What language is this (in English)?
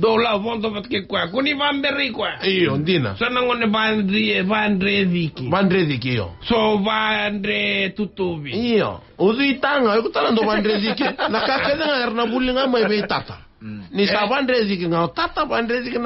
Fijian